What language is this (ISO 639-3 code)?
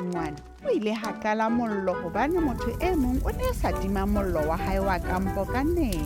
sot